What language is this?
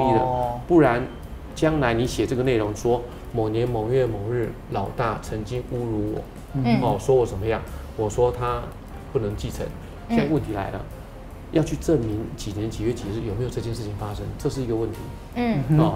Chinese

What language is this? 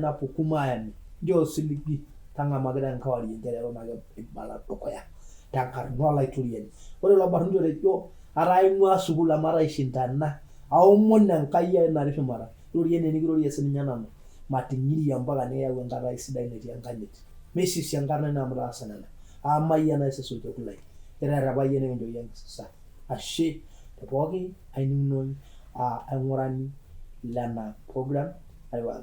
Masai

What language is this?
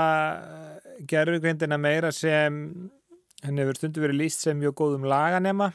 Icelandic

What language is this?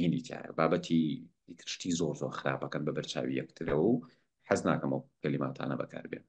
Central Kurdish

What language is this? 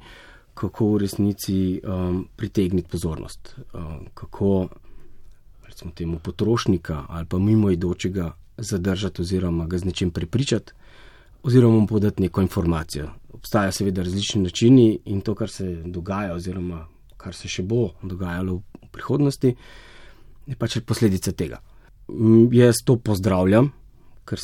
Slovenian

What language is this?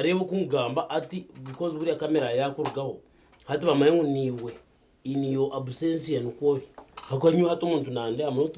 Nyankole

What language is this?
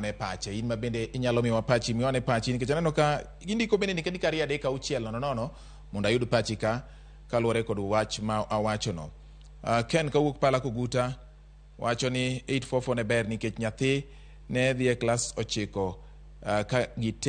Luo (Kenya and Tanzania)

